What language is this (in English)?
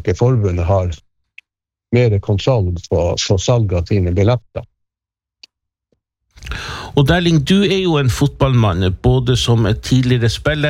Norwegian